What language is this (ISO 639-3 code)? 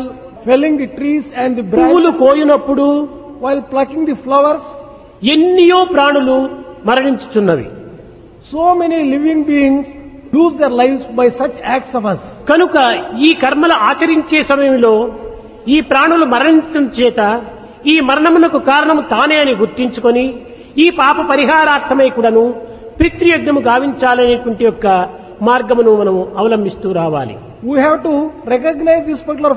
tel